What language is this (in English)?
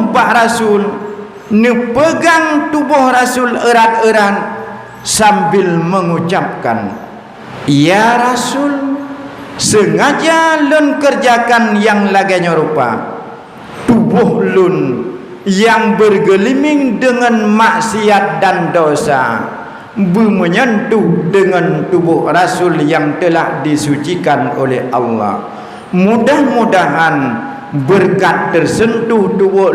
Achinese